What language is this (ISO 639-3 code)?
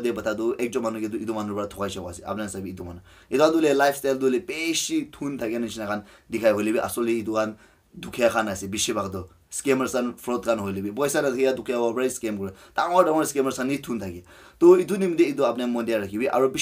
nag